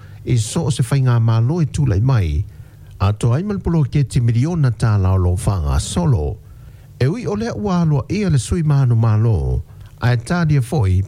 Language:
Samoan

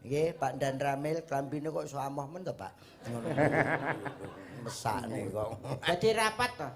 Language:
Javanese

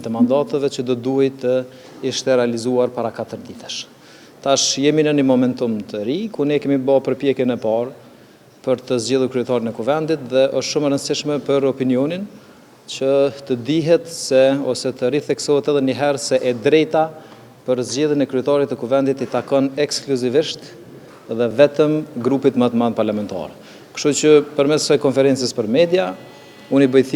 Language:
Albanian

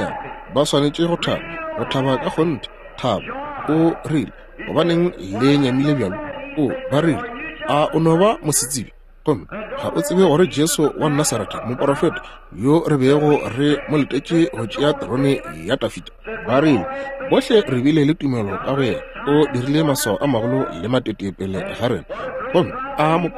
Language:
Northern Sotho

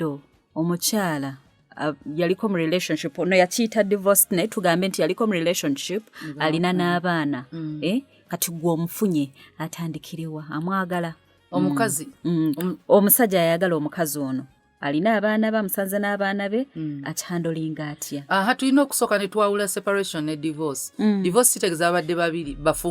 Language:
Ganda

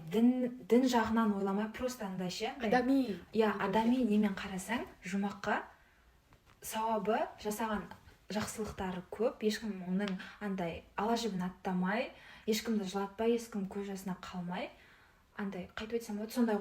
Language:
Kazakh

